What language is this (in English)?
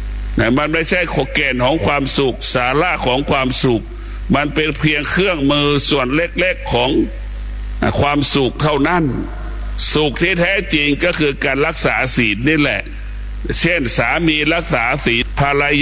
Thai